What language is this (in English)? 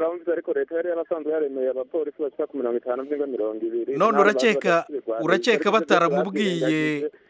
Kinyarwanda